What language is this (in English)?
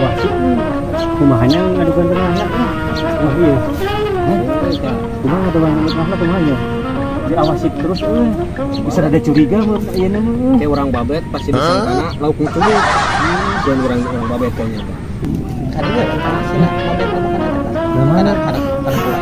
Sundanese